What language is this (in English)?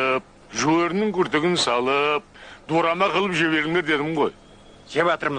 Kara-Kalpak